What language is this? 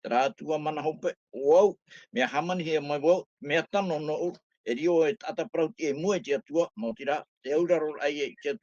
Tahitian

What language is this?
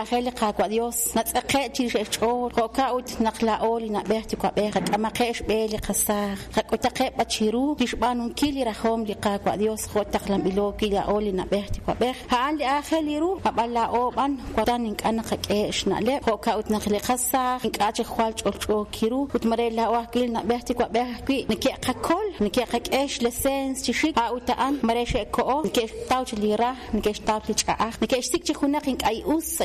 Kekchí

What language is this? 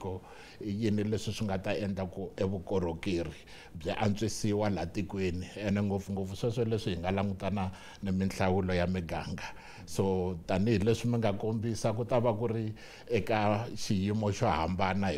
Tsonga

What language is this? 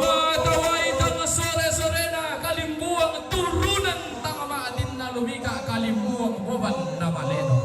Toraja-Sa'dan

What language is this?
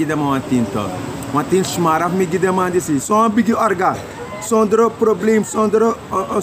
Sranan Tongo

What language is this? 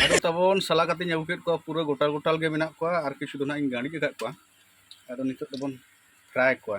Santali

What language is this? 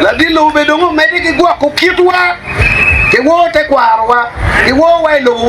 Acoli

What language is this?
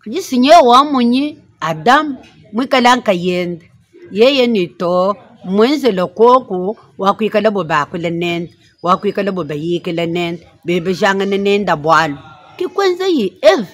Luba-Lulua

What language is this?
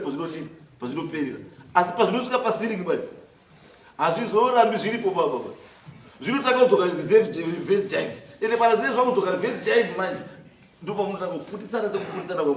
Shona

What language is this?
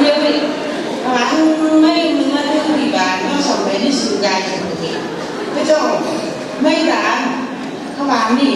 Phom Naga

